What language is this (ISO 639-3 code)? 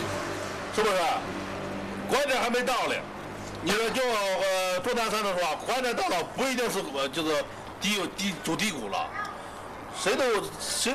zho